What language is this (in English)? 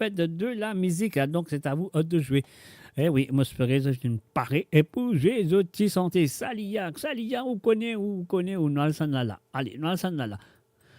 Morisyen